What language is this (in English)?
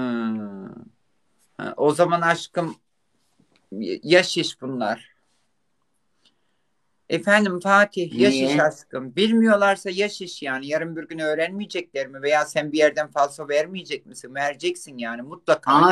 Turkish